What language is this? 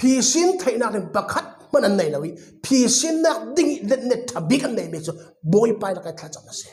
Falam Chin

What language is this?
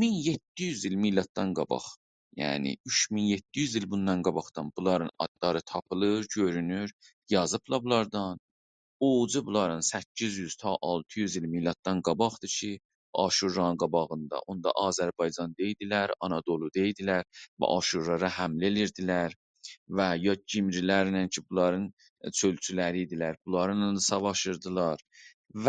South Azerbaijani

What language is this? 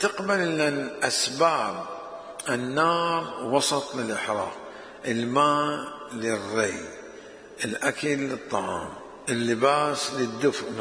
Mesopotamian Arabic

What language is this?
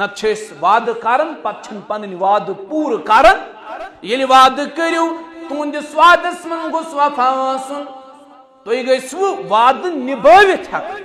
Kashmiri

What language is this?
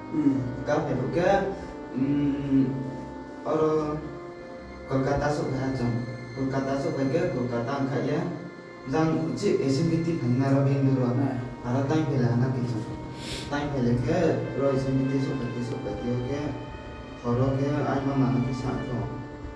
Riang (India)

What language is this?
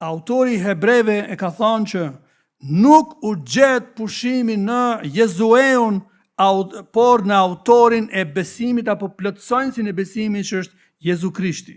Albanian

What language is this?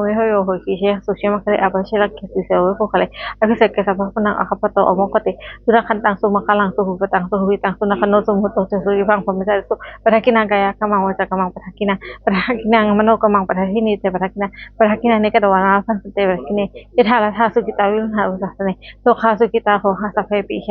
Pali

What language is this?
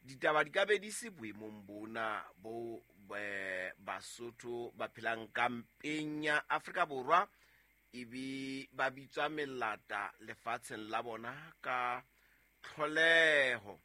Southern Sotho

